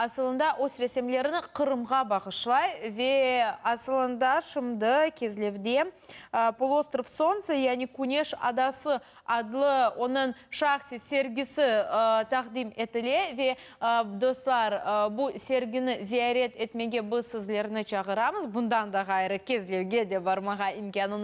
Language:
Crimean Tatar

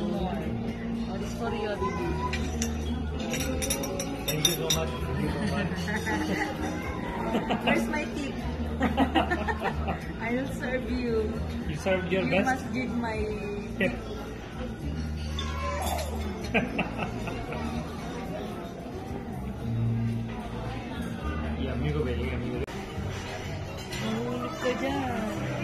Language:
Filipino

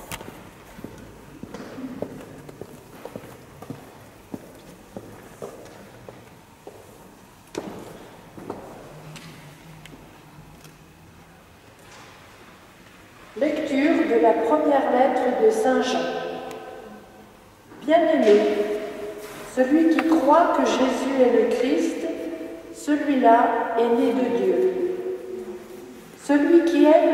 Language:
French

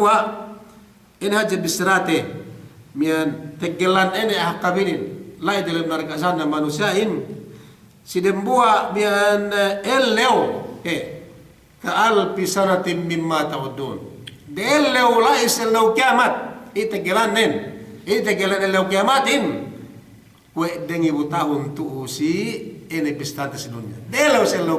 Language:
Yakan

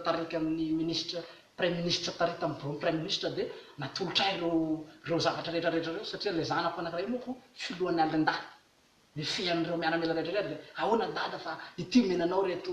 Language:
Malagasy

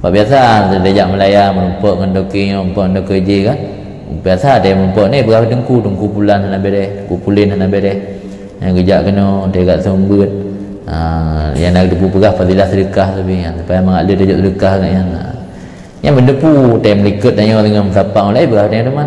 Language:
Achinese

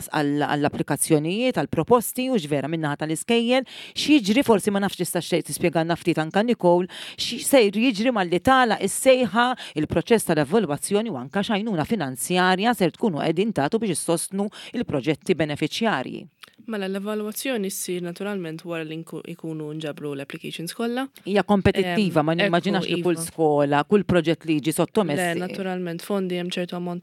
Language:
Maltese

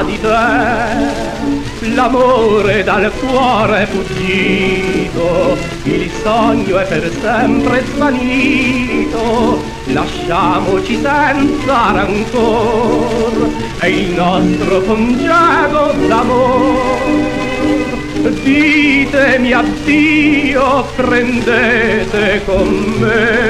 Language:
Italian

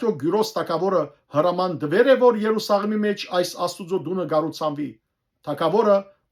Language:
Western Armenian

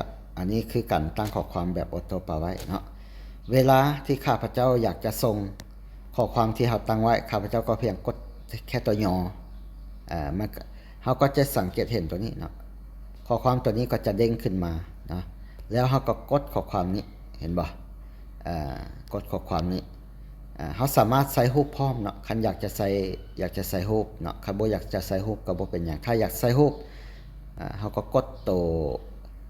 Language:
Lao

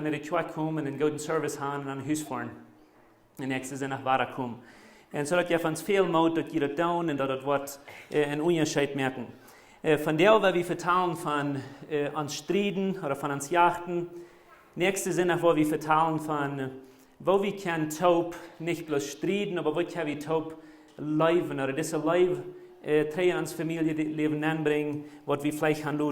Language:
Plautdietsch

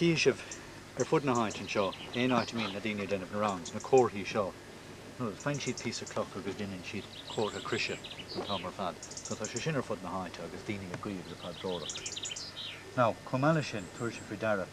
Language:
Irish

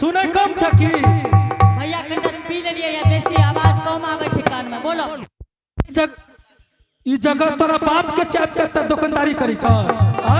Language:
Angika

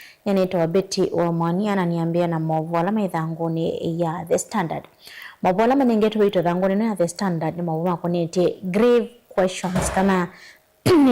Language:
Kamba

